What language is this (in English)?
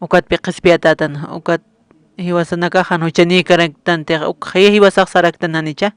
Aymara